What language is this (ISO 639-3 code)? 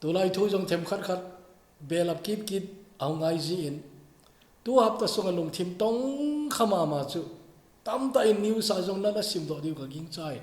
tcz